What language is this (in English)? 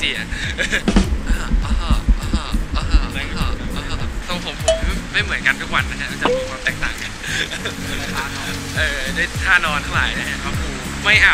Thai